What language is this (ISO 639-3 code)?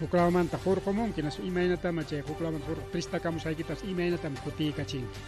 quy